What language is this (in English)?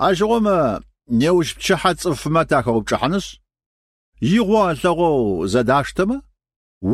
Kabardian